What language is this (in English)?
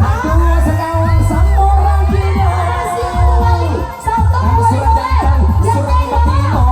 Minangkabau